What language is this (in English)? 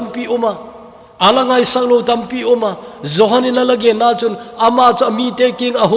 Thado Chin